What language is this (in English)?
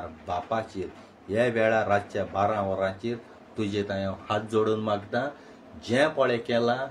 Konkani